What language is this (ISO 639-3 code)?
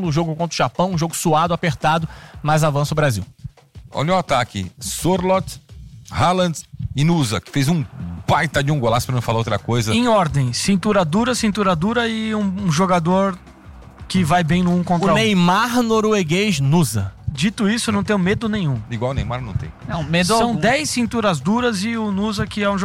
por